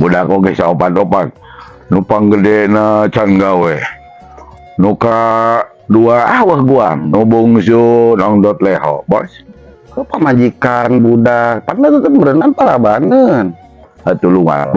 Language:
Sundanese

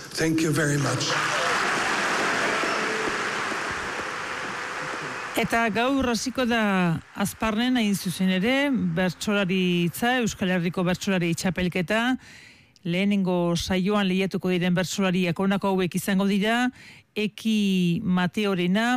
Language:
Basque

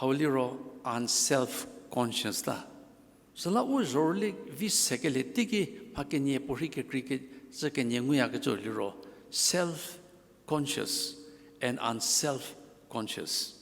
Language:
Angami Naga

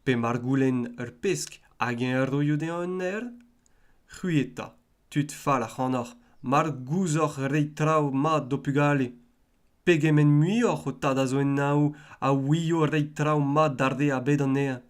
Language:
Breton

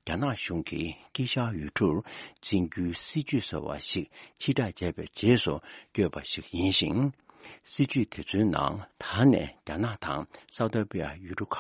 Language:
Tibetan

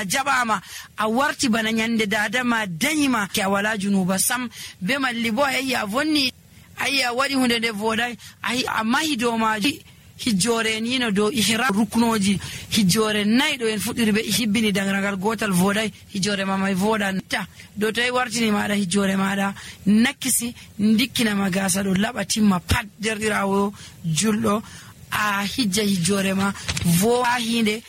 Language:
Nigerian Fulfulde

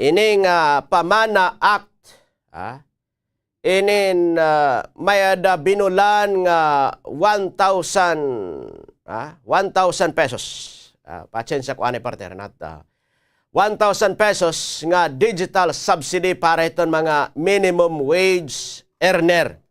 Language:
Waray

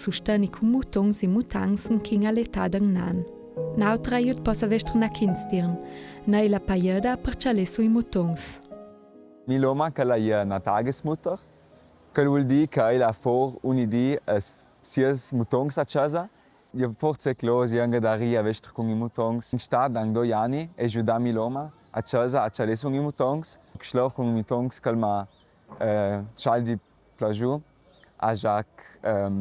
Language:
Ladin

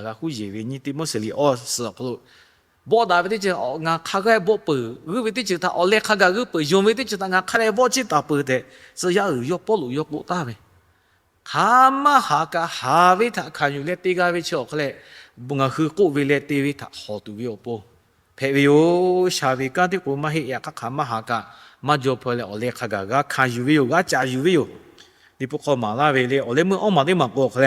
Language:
Lahu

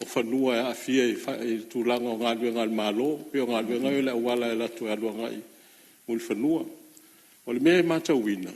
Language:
Samoan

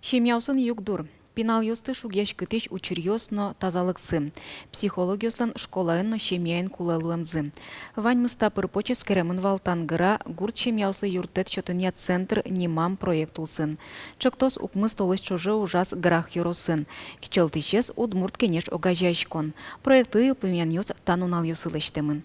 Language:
Udmurt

